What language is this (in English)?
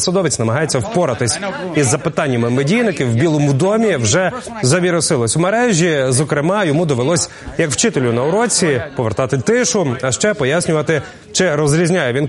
Ukrainian